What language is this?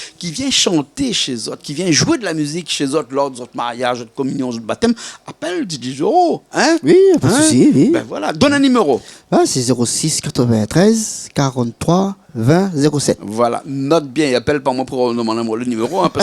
Réunion Creole French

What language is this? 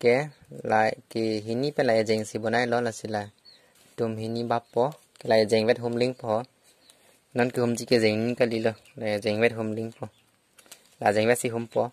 Karbi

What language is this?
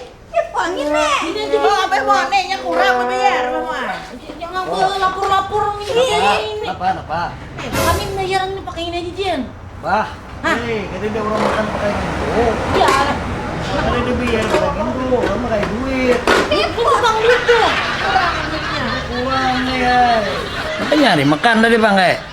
Banjar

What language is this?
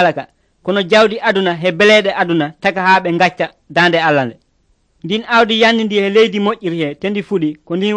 Nigerian Fulfulde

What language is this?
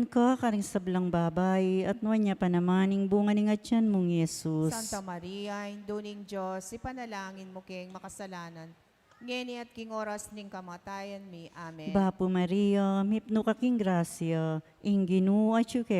Pampanga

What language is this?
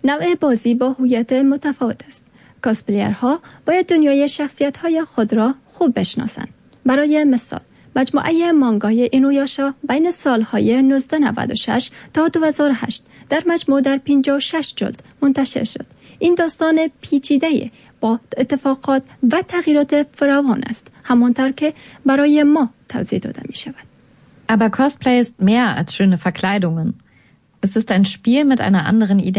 Persian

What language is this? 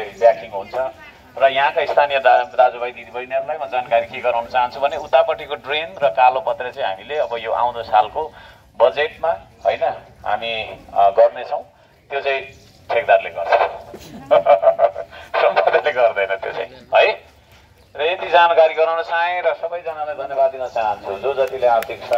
Nepali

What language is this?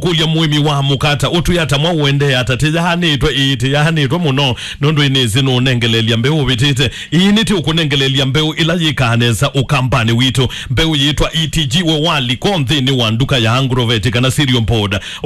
Kamba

